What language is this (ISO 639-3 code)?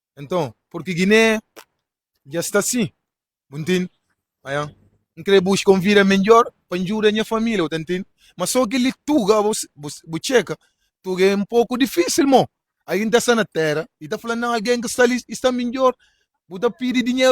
kea